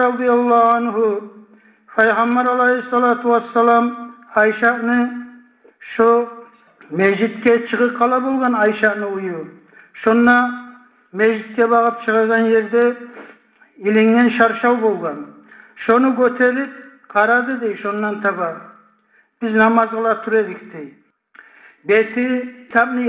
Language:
Kumyk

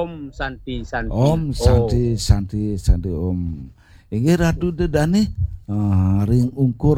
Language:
Balinese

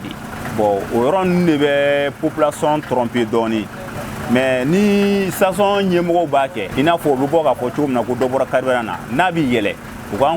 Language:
Bambara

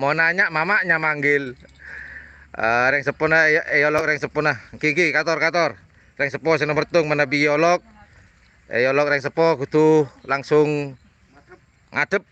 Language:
Madurese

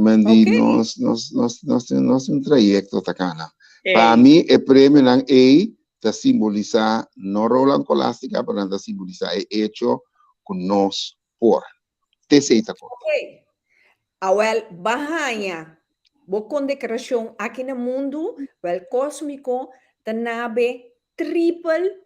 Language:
Papiamento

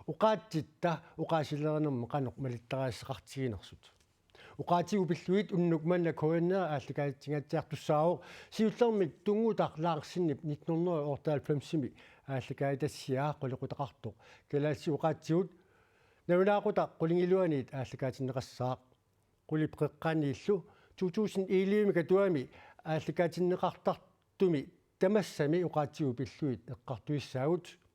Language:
Kalaallisut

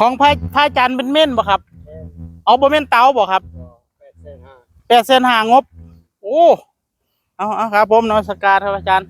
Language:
Northeastern Thai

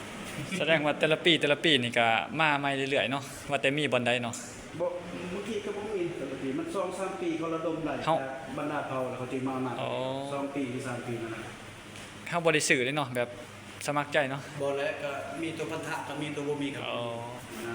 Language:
Lao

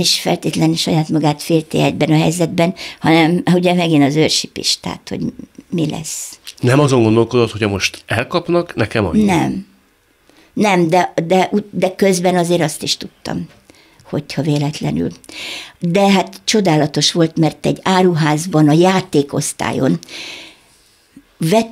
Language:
Hungarian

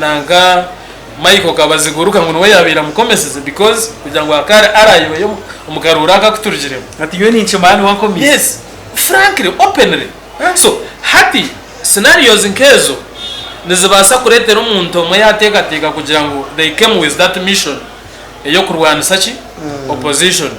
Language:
Nyankole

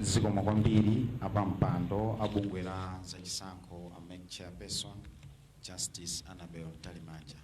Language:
Nyanja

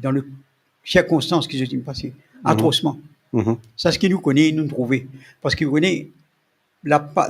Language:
Morisyen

